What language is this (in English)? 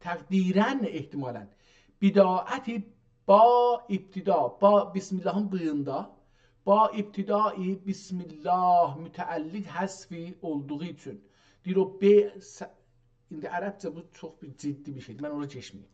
South Azerbaijani